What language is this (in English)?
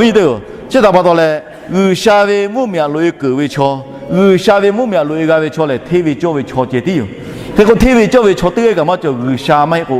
Lahu